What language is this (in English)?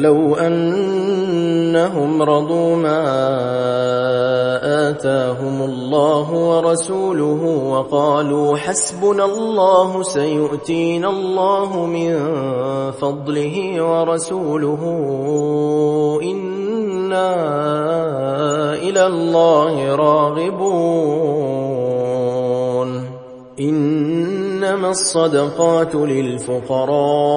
Arabic